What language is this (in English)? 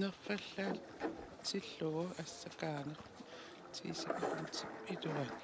Kalaallisut